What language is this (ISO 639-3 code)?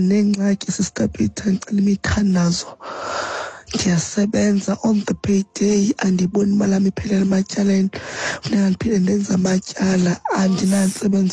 xho